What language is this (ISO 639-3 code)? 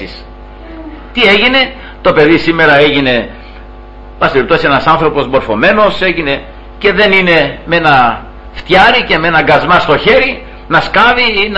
ell